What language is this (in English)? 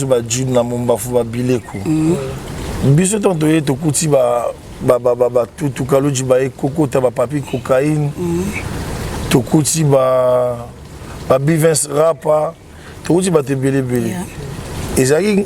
Lingala